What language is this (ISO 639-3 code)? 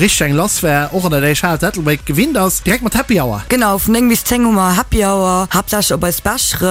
ltz